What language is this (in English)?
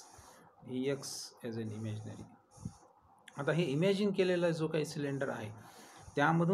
Marathi